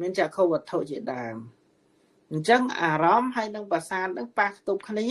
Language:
Khmer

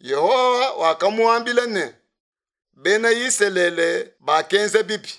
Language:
Luba-Lulua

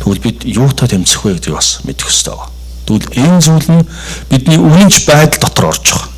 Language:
Mongolian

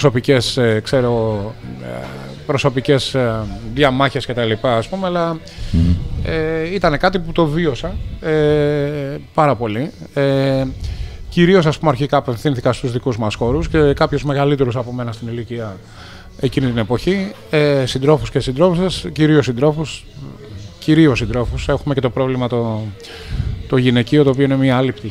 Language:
Greek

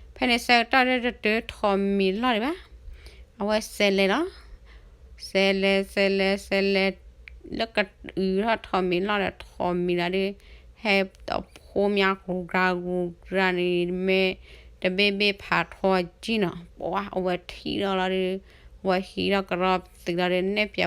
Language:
S'gaw Karen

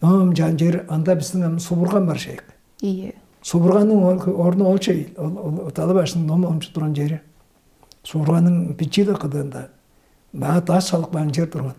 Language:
Tuvinian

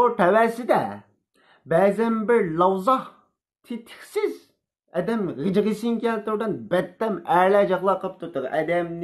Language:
Uyghur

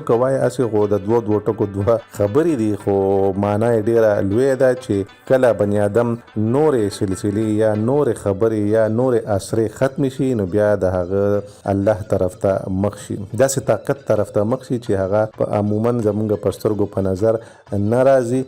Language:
Pashto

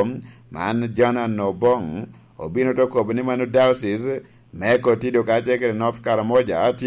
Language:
Lango (Uganda)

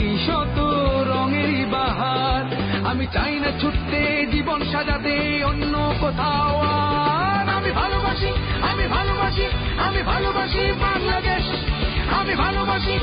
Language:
Bangla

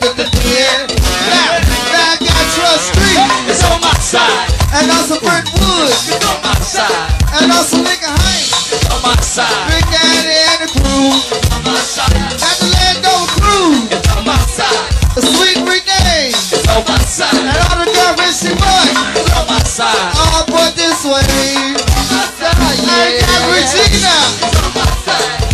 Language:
English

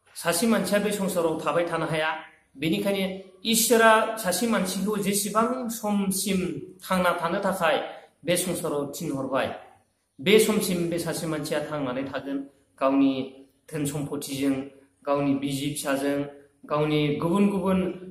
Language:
Bodo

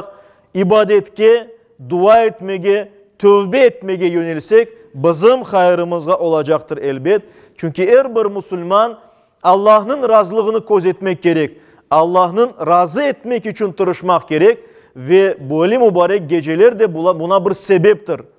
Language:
Crimean Tatar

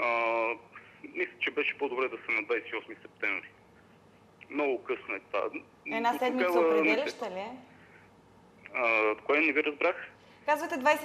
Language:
Bulgarian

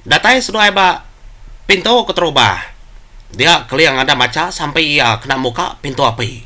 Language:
Iban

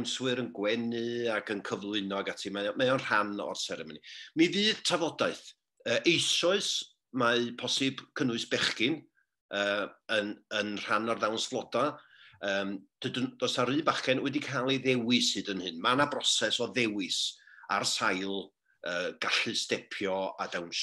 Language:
Welsh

